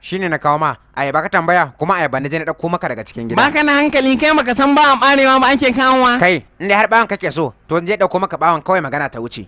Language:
Hausa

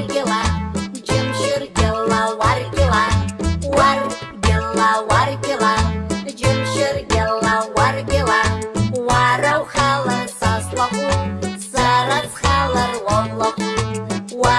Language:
Abkhazian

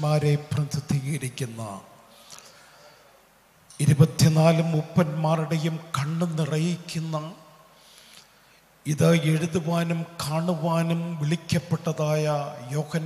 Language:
Malayalam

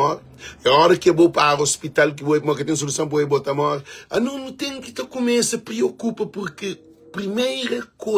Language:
Kabuverdianu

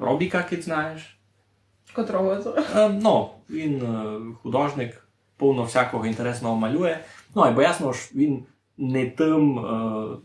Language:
Rusyn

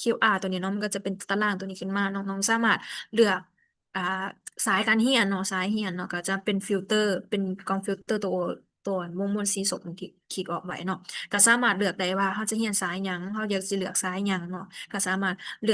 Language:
Lao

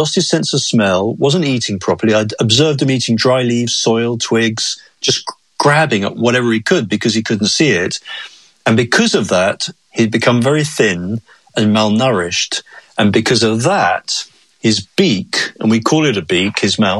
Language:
English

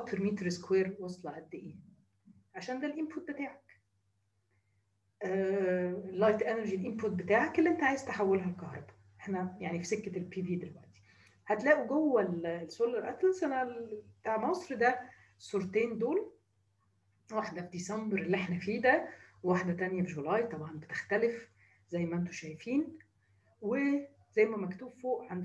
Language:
Egyptian Arabic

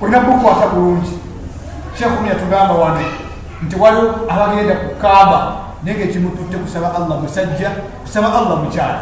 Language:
Ganda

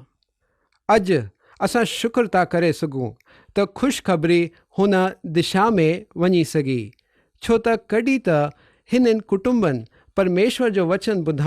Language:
Sindhi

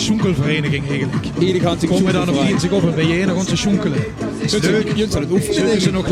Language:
Limburgish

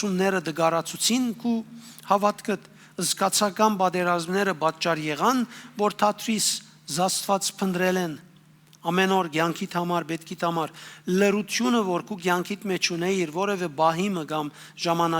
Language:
Western Armenian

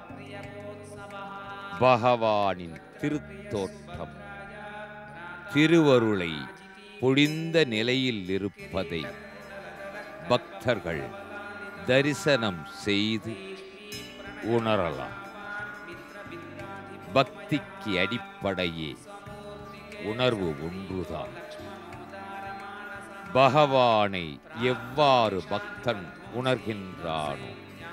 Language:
Tamil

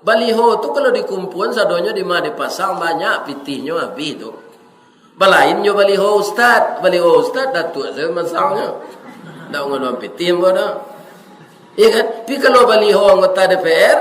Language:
Minangkabau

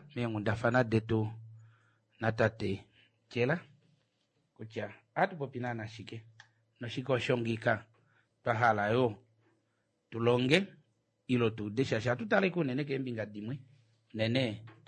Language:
Kuanyama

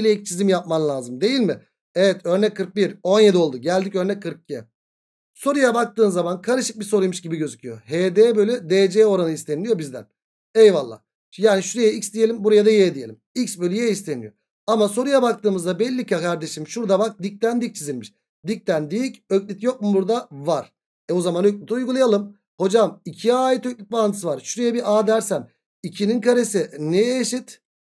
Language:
Turkish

